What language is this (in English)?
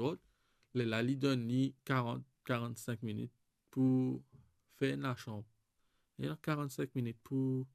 Morisyen